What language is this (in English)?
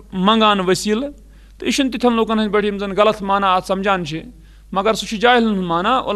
Kashmiri